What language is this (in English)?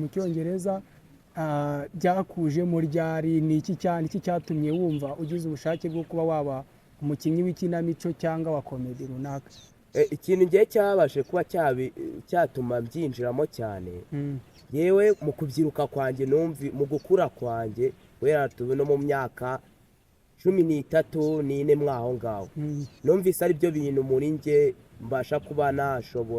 Kinyarwanda